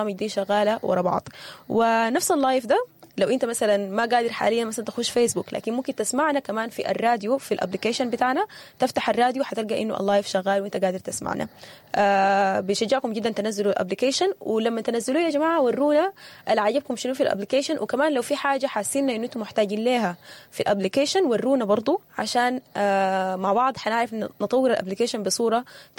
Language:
Sudanese Arabic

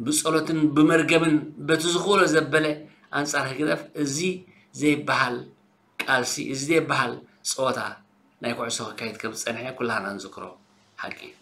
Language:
Tigrinya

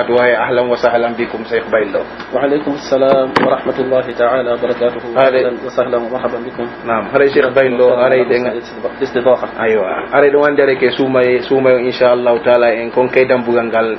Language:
Pular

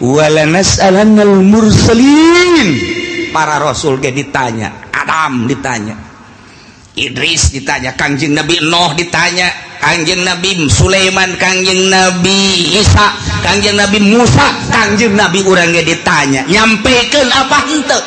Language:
Sundanese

